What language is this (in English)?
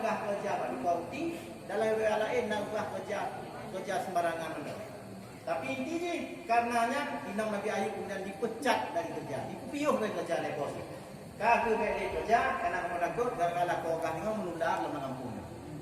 Achinese